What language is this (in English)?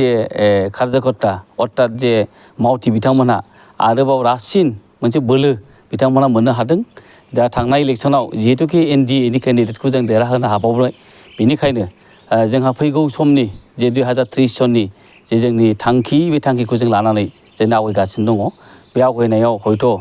Bodo